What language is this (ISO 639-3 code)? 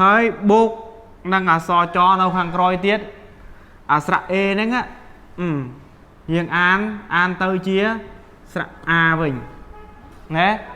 khm